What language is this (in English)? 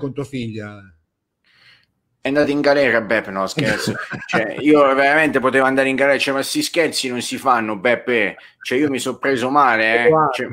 Italian